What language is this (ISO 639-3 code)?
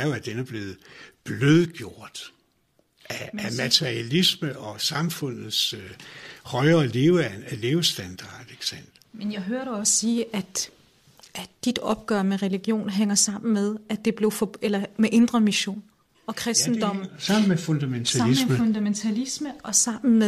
dan